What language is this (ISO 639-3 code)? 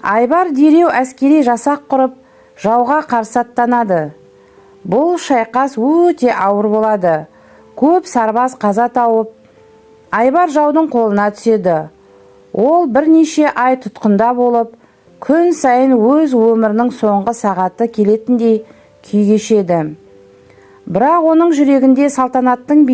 kaz